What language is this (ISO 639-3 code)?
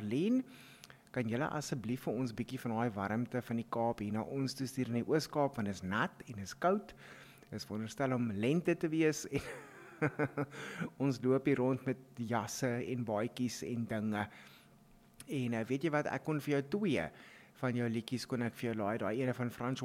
afr